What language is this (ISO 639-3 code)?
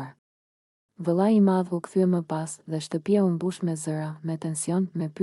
sqi